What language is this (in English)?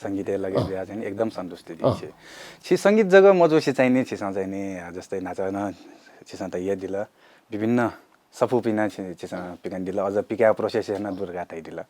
Newari